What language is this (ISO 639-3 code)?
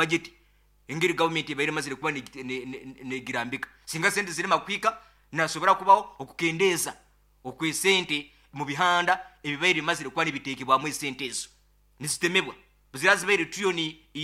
nyo